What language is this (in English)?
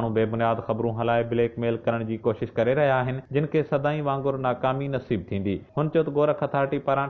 Sindhi